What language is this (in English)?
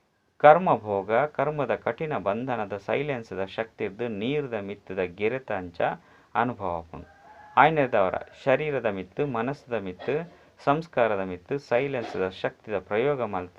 Tulu